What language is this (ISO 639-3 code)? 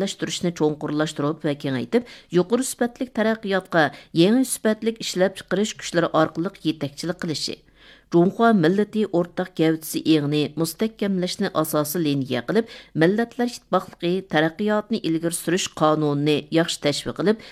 uig